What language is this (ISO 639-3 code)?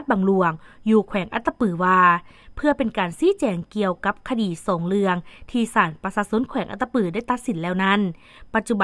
lao